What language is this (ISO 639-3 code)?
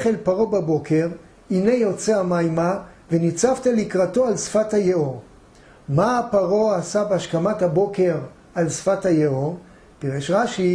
heb